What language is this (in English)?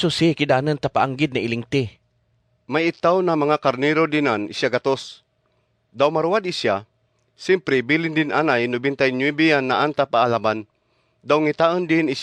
Kagayanen